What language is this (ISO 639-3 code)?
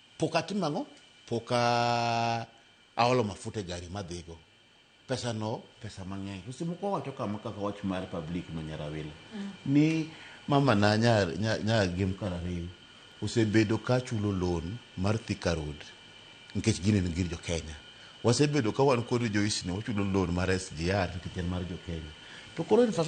luo